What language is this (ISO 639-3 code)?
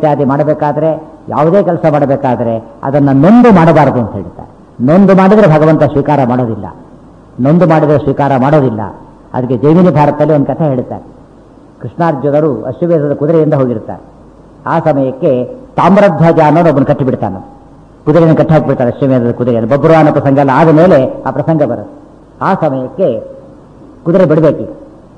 kan